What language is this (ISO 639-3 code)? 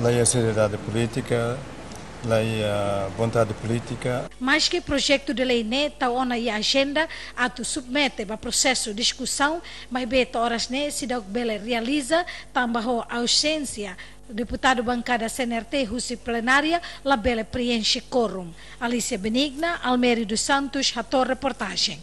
tet